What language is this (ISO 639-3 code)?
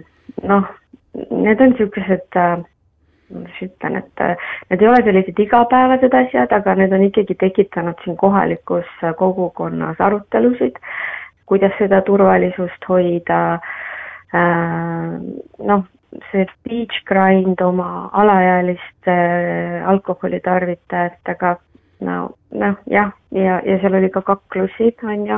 est